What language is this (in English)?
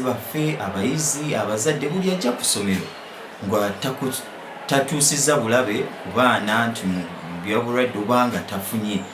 Ganda